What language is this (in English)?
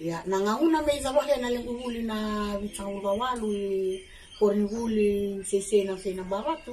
Fijian